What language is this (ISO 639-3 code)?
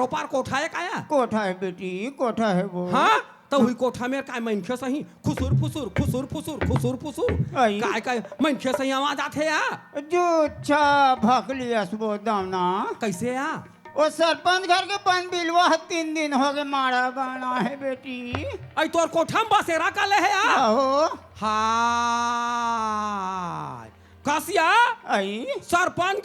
hne